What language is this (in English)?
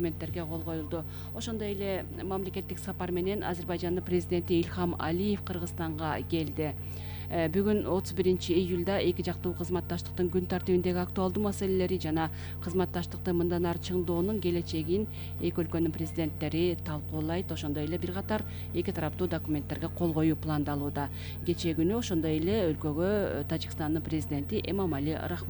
Kyrgyz